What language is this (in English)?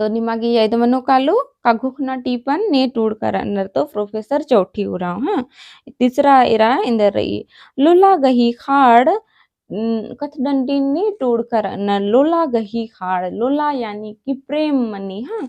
Kurukh